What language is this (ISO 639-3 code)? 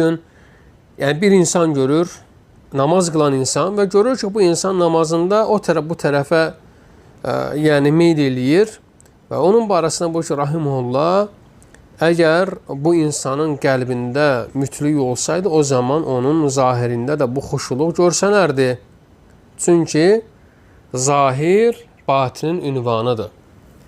aze